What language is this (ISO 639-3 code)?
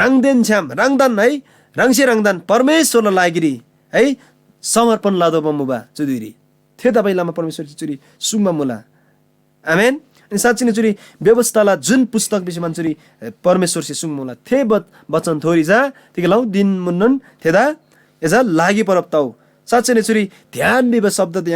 taj